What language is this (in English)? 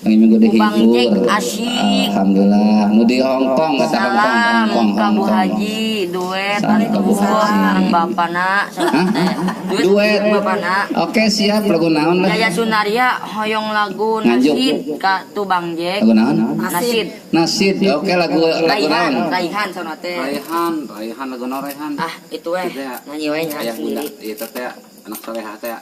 Sundanese